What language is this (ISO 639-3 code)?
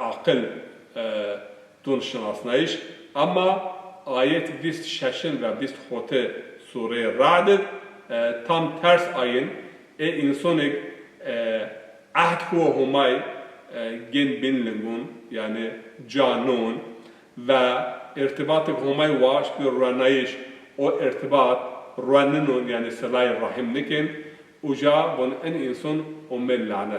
zza